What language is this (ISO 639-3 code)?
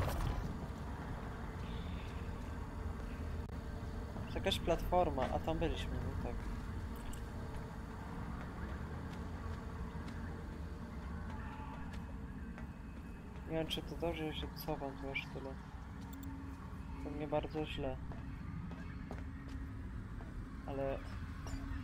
pol